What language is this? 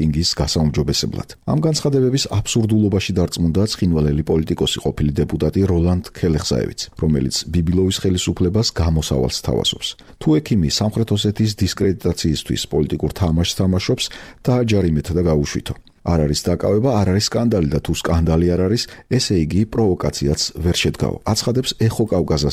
Georgian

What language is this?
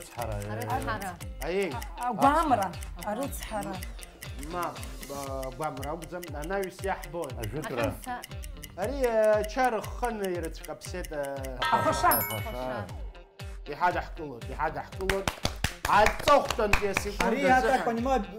Abkhazian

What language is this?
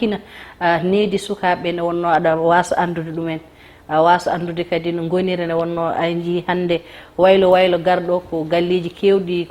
Fula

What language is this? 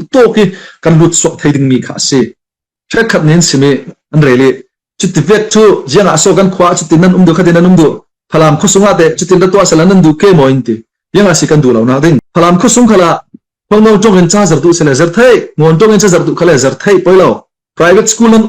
Falam Chin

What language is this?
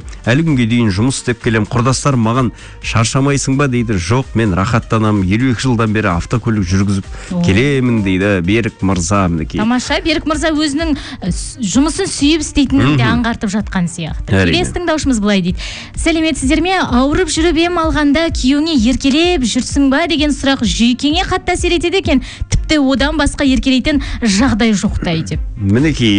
Kazakh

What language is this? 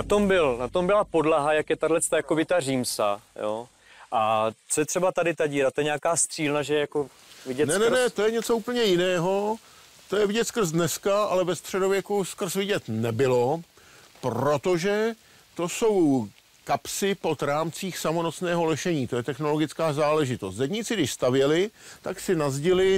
Czech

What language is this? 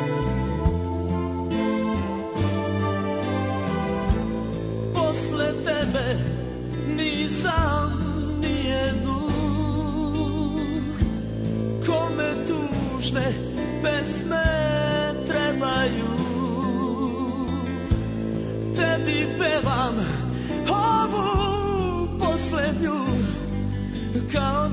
Serbian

